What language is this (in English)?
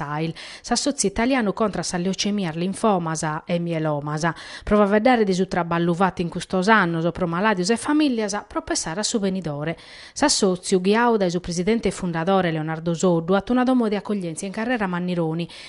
Sardinian